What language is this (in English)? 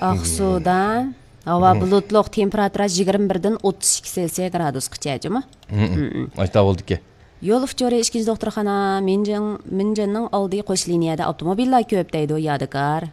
Uyghur